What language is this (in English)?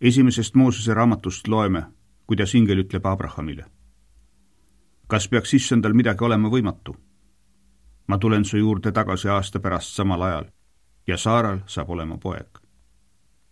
Estonian